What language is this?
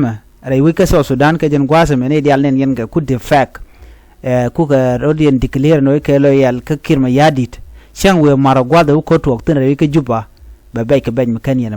Nuer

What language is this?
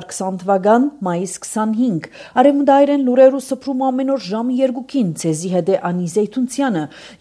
Armenian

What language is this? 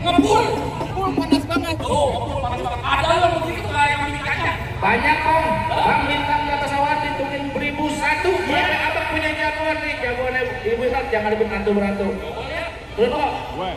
Betawi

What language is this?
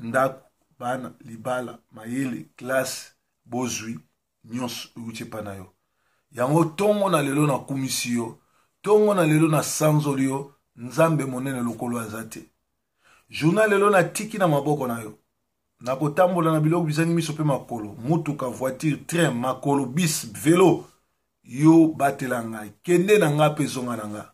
Lingala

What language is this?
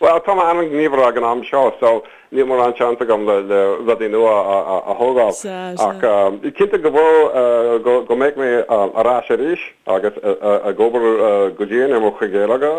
Irish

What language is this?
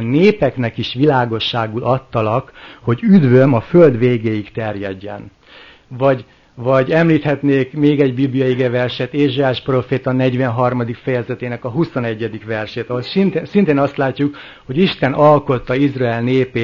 Hungarian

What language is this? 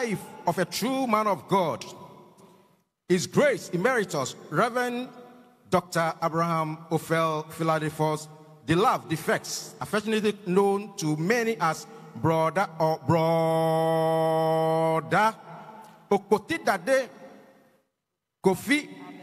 English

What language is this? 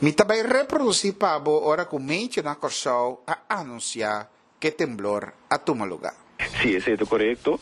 Papiamento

